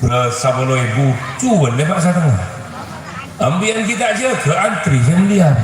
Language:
Madurese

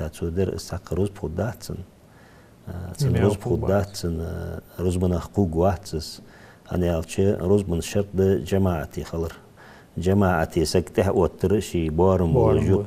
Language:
Ingush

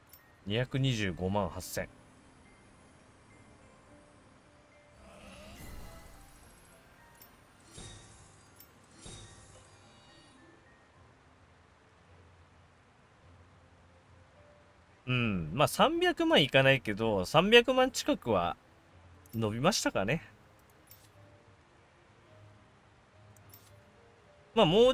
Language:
Japanese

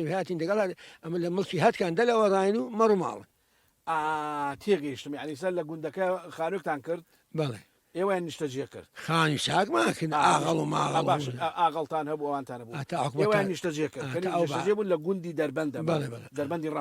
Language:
Central Kurdish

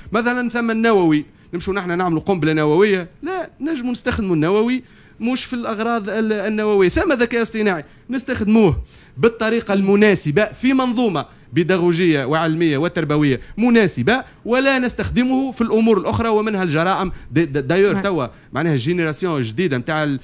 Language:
Tunisian Arabic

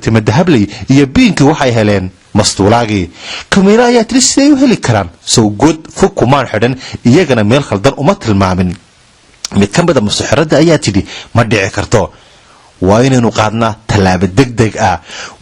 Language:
Somali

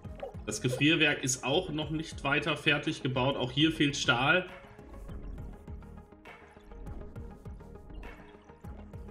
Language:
German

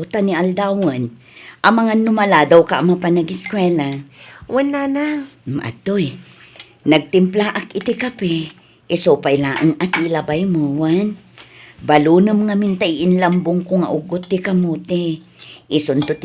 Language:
Iloko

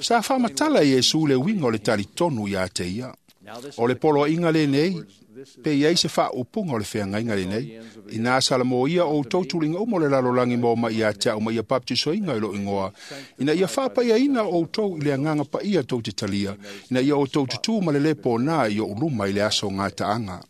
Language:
Samoan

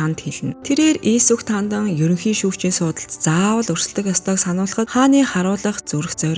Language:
Mongolian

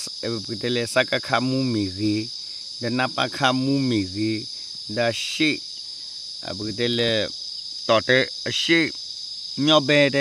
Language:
S'gaw Karen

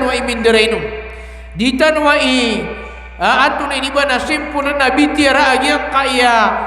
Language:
Maranao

